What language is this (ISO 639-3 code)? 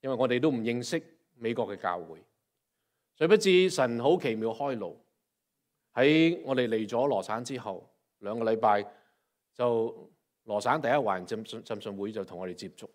yue